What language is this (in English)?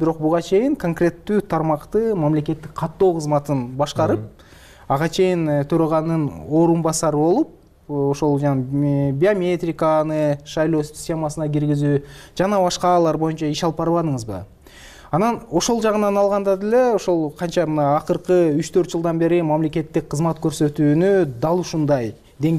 Kyrgyz